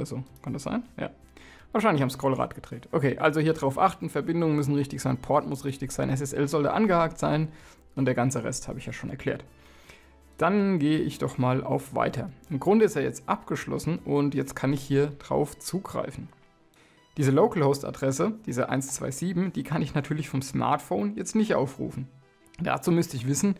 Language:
German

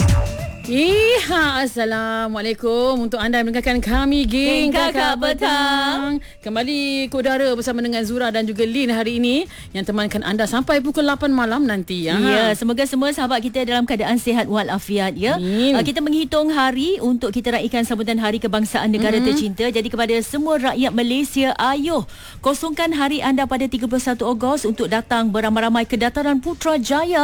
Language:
Malay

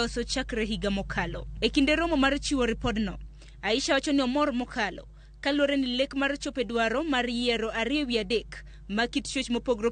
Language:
Luo (Kenya and Tanzania)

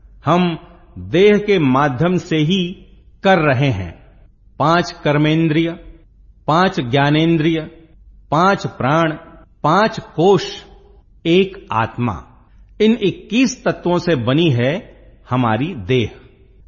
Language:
Hindi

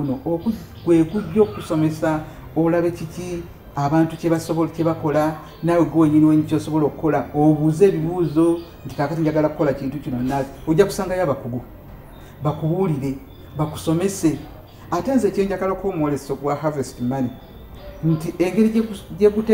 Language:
Ganda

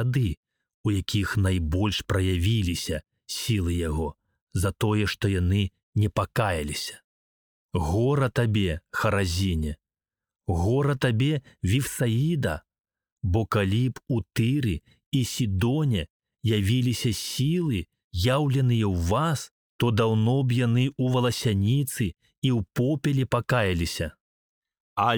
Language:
Belarusian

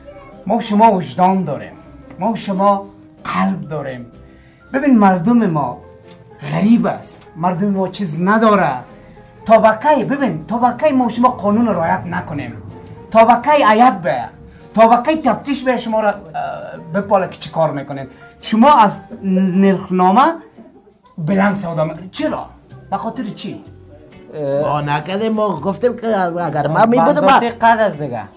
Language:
Persian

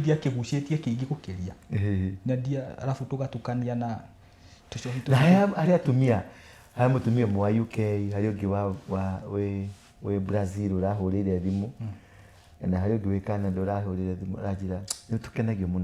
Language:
Kikuyu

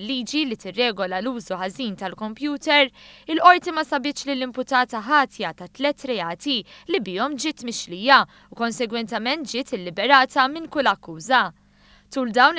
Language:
Maltese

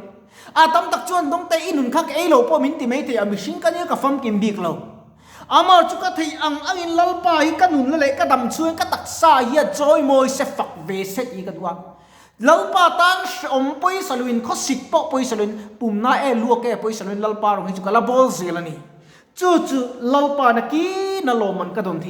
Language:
Mizo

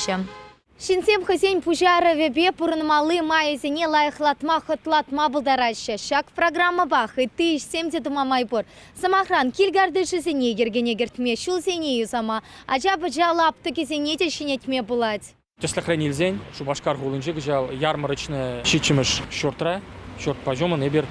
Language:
Chuvash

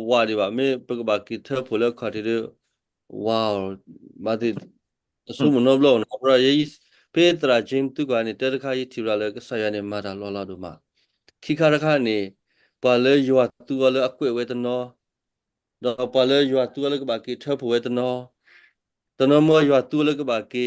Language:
S'gaw Karen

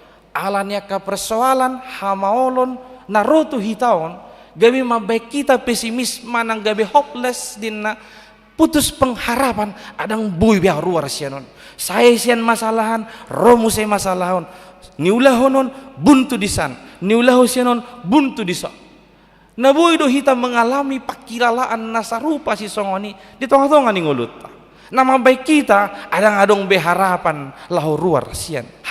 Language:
Batak Toba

